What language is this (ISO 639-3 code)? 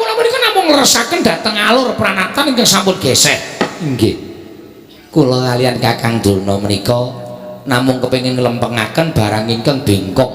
jav